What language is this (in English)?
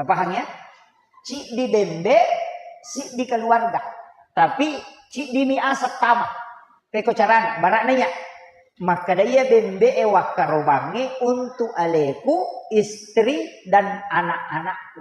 Buginese